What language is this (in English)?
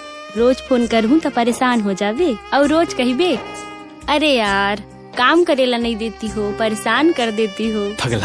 Chhattisgarhi